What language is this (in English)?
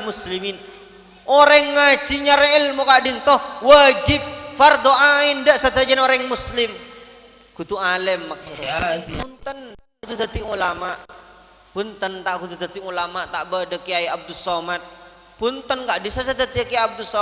Madurese